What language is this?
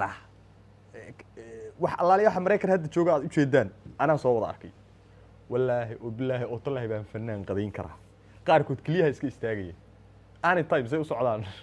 Somali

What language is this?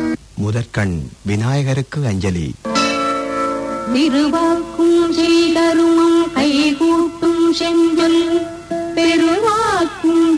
Tamil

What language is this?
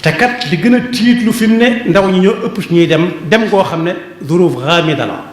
Wolof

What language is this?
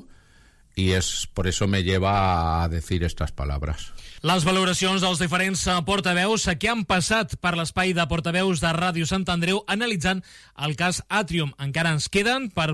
Catalan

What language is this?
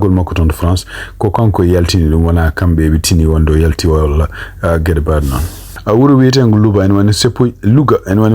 Fula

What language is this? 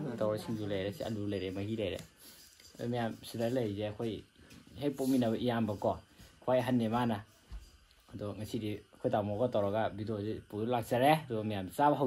Manipuri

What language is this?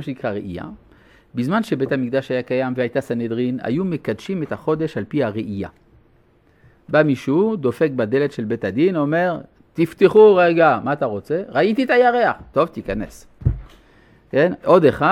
Hebrew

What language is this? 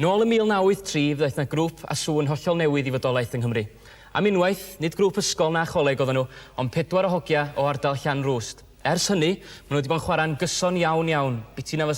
Welsh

